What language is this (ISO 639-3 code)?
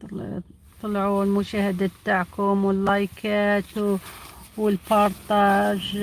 arq